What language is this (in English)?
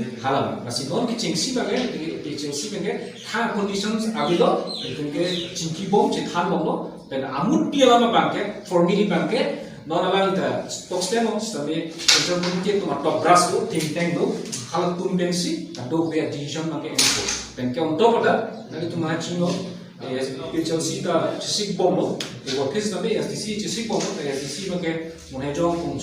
Karbi